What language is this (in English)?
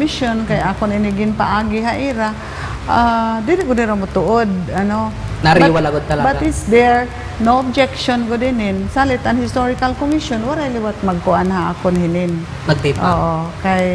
Waray